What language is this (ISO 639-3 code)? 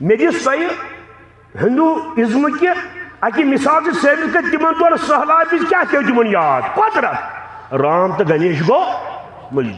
kas